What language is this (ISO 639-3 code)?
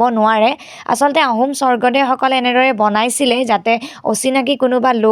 asm